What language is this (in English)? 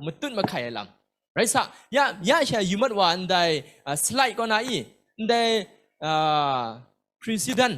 Kachin